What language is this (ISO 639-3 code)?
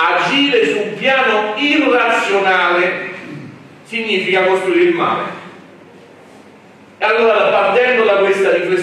ita